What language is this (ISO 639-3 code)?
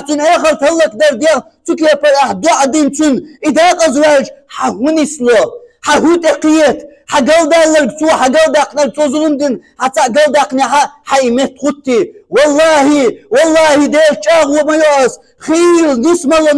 che